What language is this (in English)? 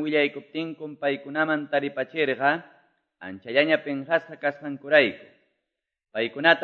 Quechua